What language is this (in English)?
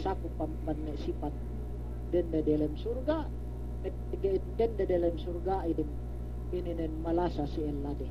Yakan